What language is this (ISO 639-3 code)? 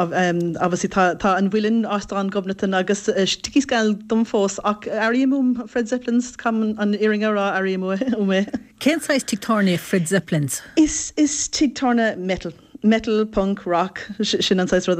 gle